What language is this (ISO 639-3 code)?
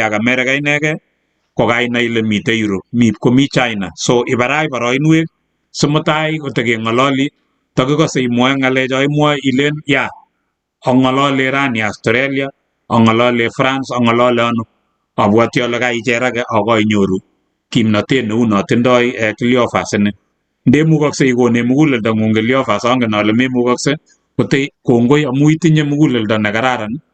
kln